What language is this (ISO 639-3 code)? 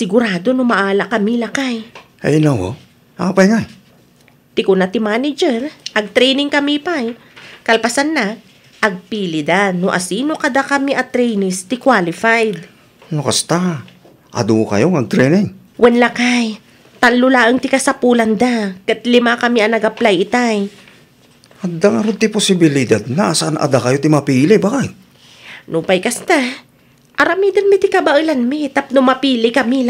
ilo